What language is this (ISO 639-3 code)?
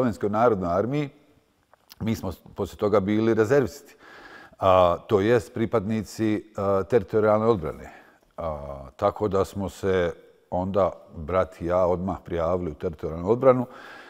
bos